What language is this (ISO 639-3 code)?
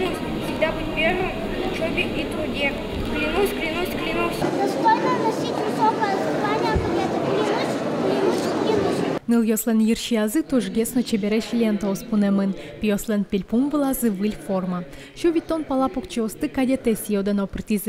udm